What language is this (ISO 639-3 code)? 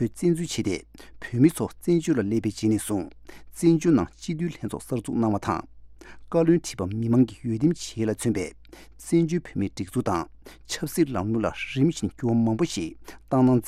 bod